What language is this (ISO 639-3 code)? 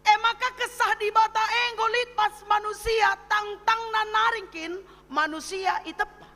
btx